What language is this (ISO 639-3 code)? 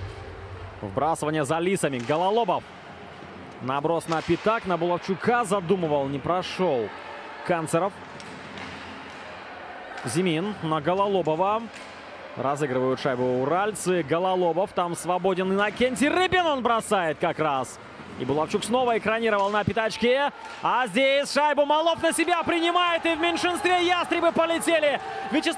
rus